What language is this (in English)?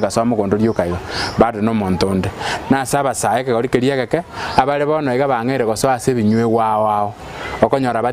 Gusii